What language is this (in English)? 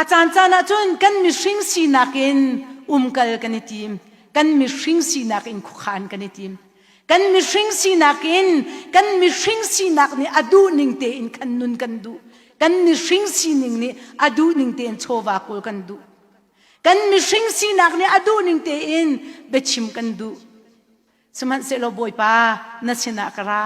Hakha Chin